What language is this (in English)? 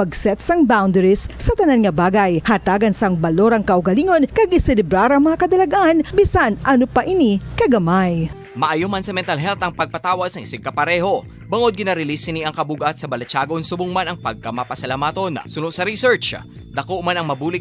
Hiligaynon